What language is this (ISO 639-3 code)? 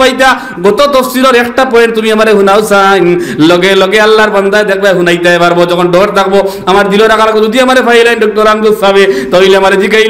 syl